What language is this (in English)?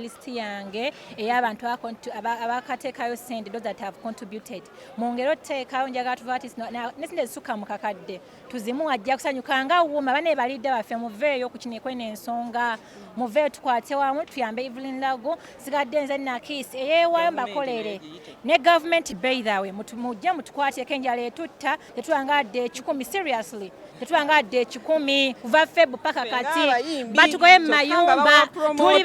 Ganda